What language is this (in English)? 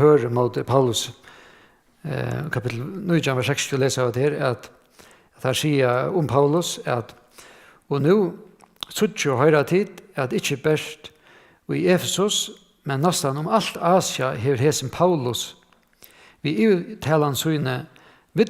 Faroese